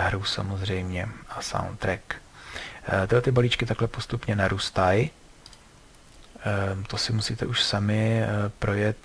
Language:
Czech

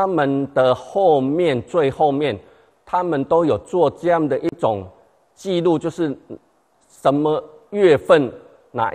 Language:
Chinese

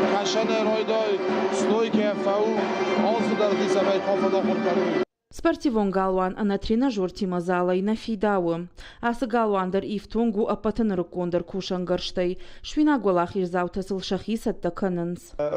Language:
Ossetic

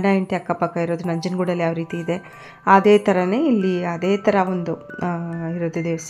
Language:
Kannada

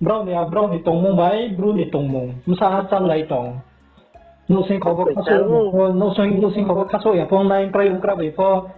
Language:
Riang (India)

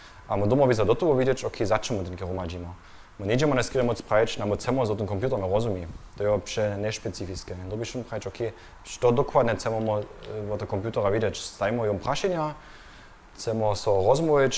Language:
Upper Sorbian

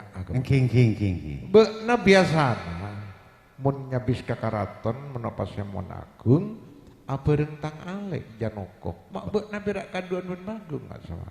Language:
Madurese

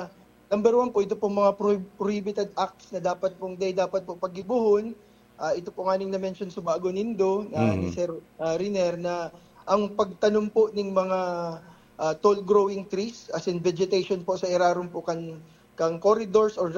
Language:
Bikol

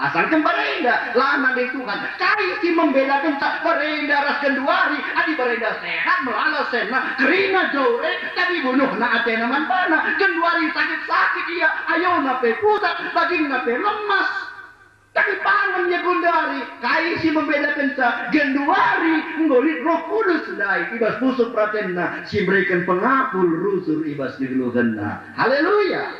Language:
Batak Karo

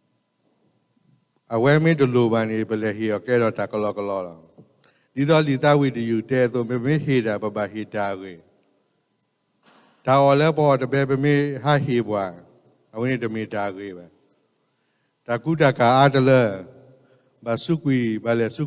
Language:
S'gaw Karen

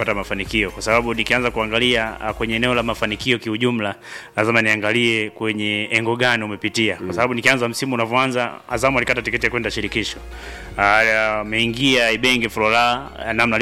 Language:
Swahili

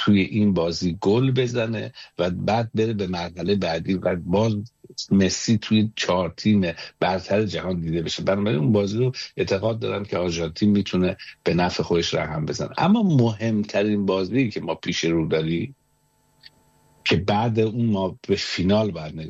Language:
Persian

